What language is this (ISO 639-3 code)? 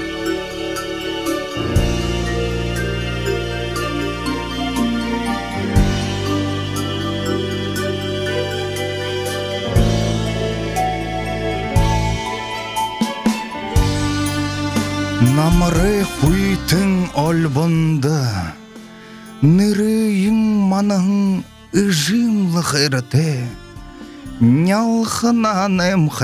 bua